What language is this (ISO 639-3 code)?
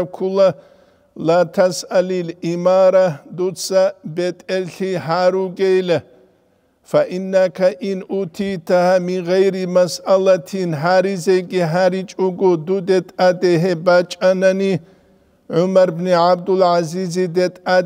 ava